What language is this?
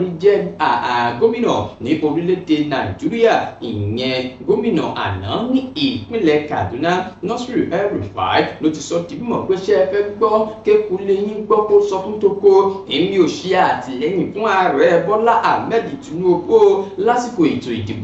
Yoruba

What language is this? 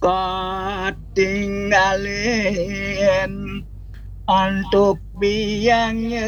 Balinese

